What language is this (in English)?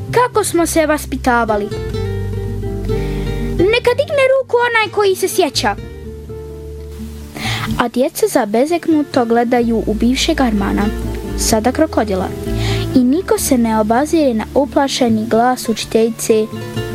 Bosnian